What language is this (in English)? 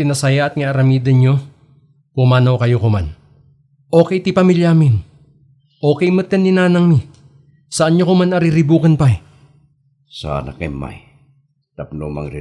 Iloko